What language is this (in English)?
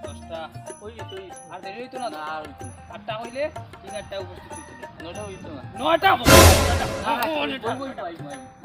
Sylheti